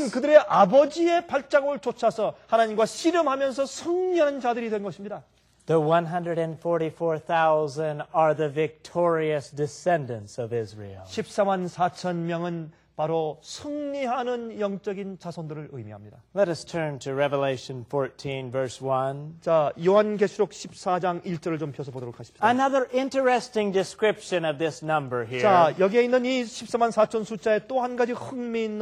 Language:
Korean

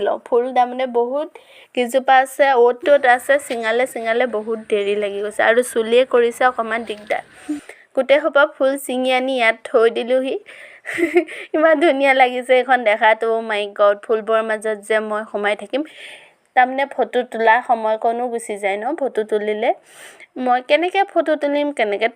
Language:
Assamese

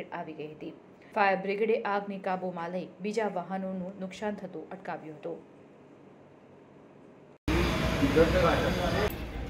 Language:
Gujarati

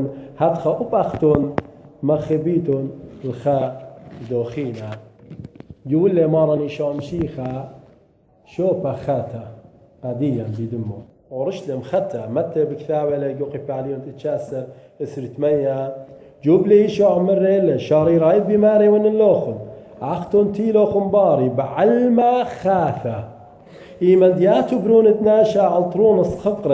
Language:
Assyrian Neo-Aramaic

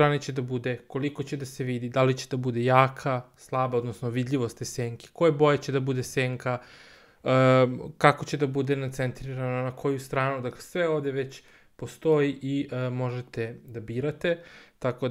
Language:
Serbian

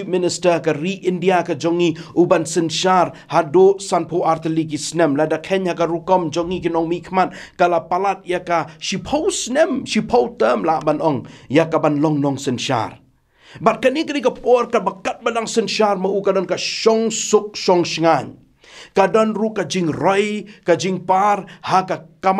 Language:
Khasi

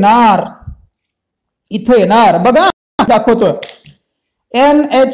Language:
Marathi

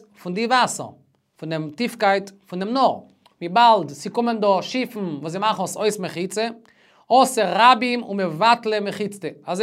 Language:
Yiddish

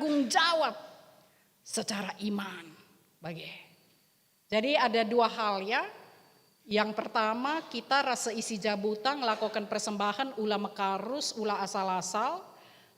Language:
Batak Karo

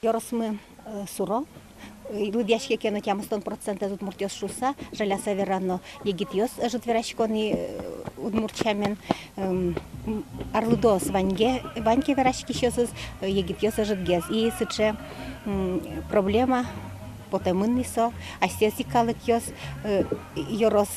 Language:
Udmurt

